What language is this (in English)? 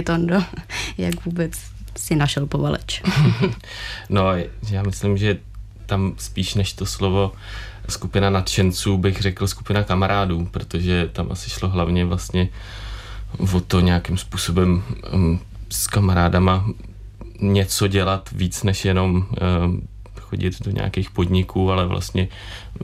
Czech